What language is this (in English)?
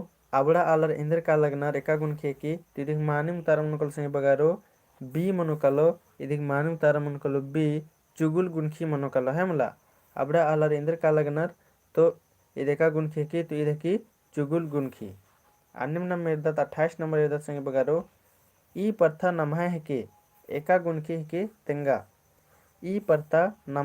Kurukh